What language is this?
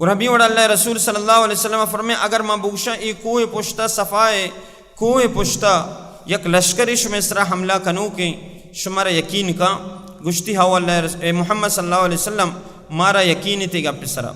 Baluchi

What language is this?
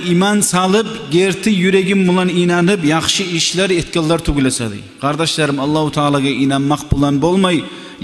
Kumyk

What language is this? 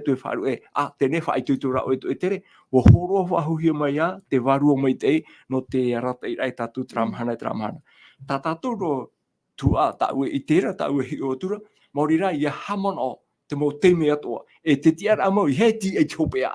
Tahitian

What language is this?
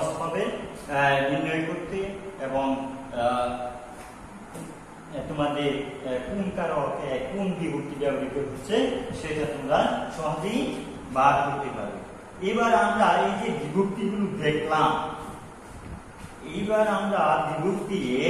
Bangla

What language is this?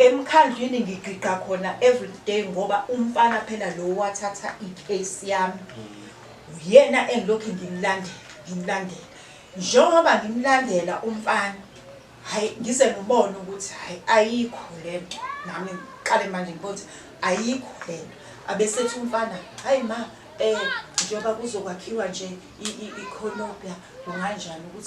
Zulu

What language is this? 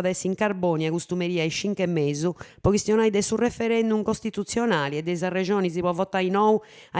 Sardinian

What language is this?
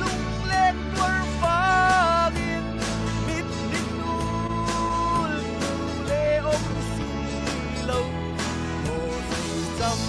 Falam Chin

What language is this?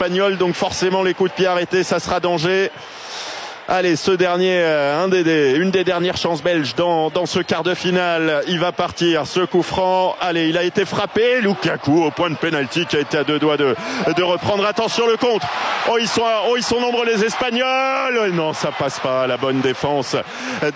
French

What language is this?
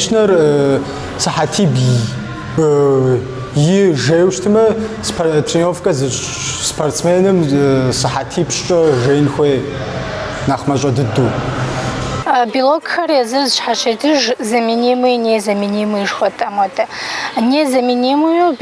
Kabardian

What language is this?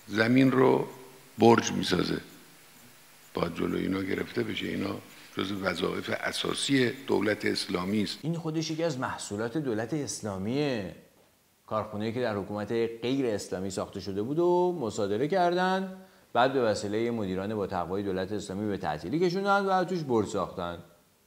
Persian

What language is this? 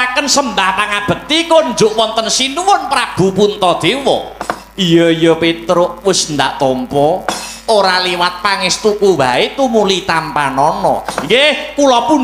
Javanese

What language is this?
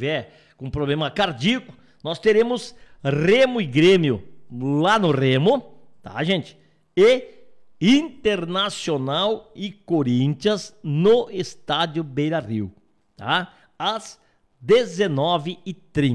Portuguese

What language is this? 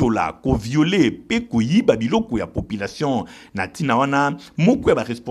Lingala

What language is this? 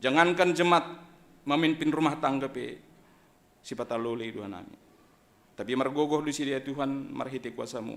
Batak Simalungun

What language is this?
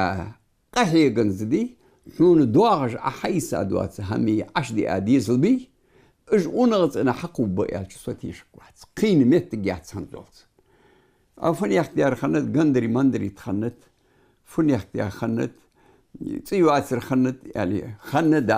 Ingush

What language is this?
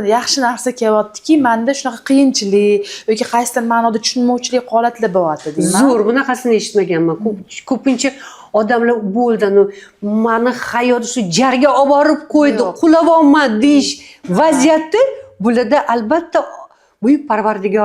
Uzbek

